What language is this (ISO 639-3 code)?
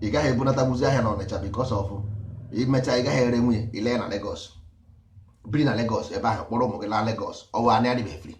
ibo